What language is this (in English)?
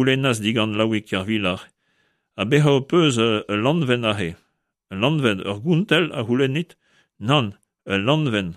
Breton